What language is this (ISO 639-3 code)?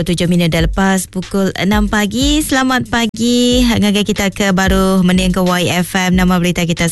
iba